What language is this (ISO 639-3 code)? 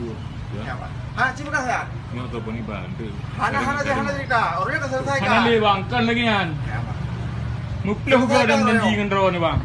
ace